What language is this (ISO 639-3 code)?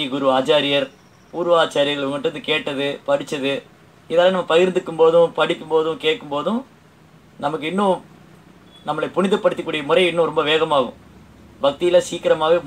tam